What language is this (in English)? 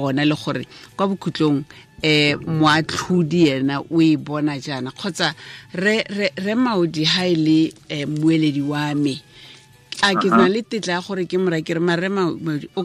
Tswana